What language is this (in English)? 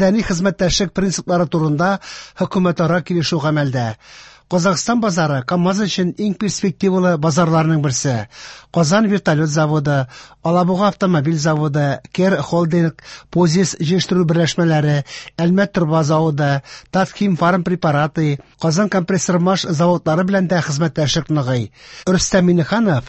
Tatar